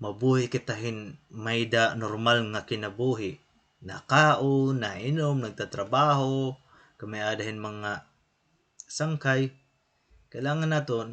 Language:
Waray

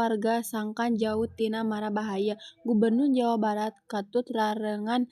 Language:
Sundanese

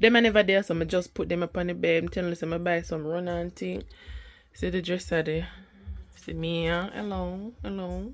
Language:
Jamaican Creole English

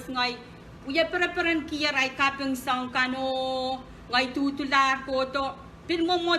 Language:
Pohnpeian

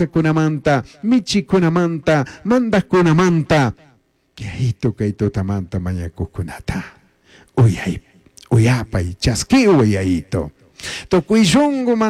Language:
Chimborazo Highland Quichua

